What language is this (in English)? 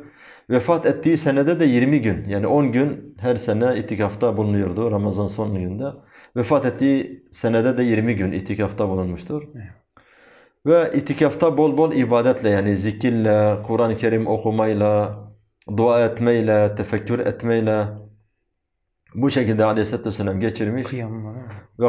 Turkish